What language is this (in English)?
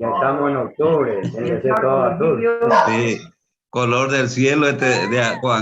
Guarani